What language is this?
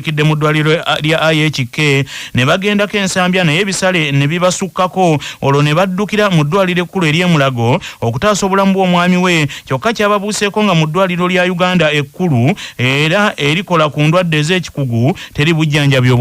Ganda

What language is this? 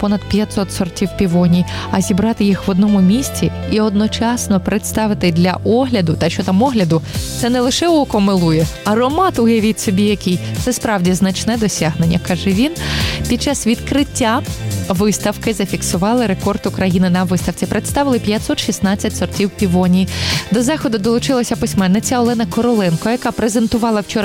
Ukrainian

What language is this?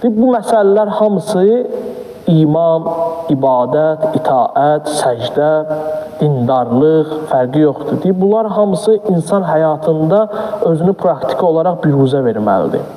Azerbaijani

